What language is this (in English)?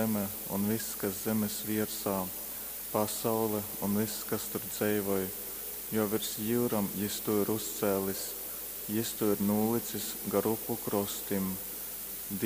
Latgalian